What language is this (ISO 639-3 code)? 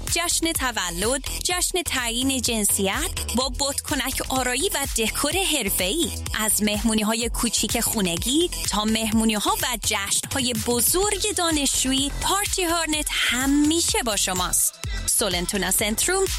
fas